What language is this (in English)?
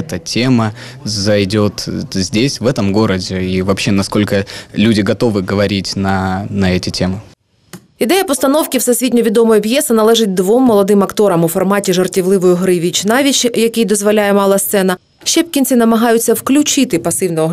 Ukrainian